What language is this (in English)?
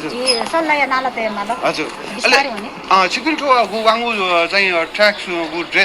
Newari